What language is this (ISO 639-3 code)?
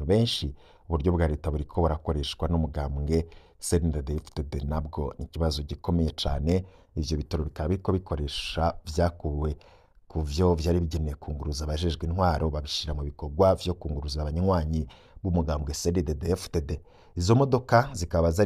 run